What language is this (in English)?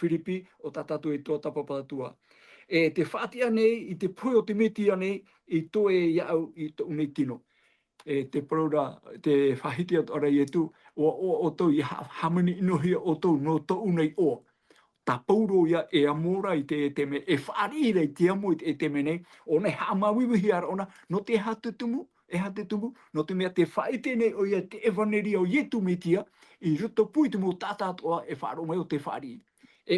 Tahitian